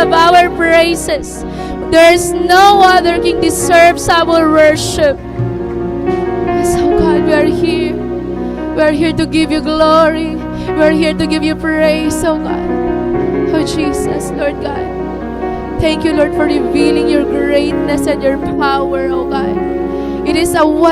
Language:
Waray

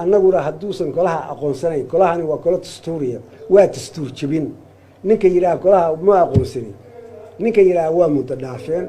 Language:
Somali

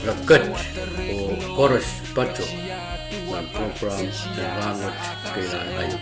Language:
Pohnpeian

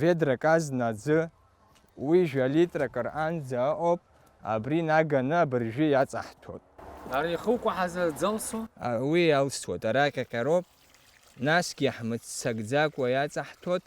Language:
Abkhazian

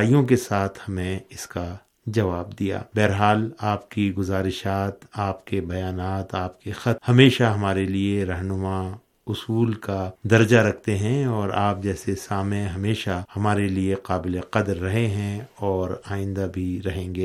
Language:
Urdu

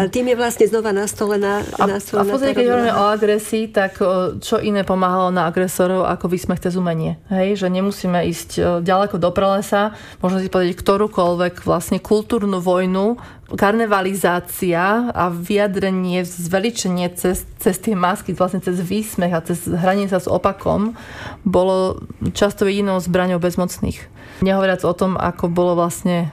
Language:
Slovak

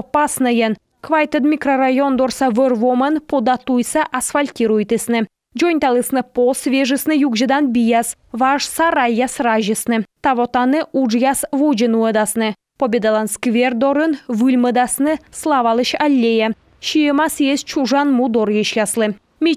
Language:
Komi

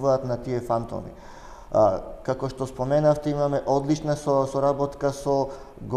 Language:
Macedonian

